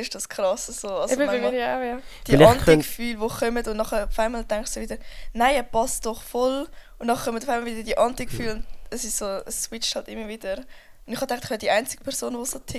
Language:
Swiss German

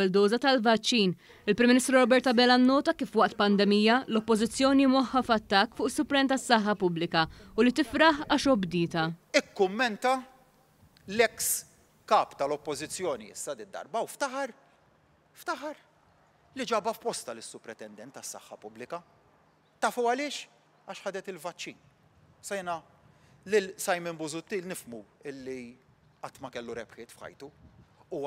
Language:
Maltese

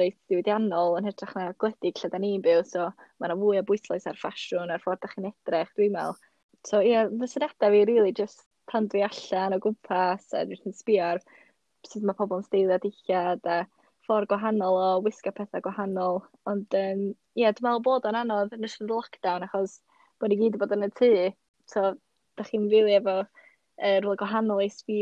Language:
Welsh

